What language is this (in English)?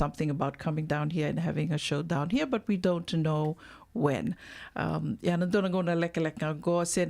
Fijian